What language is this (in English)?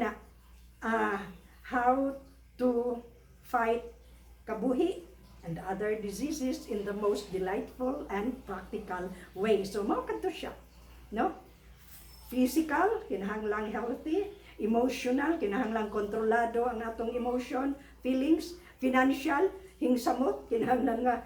Cebuano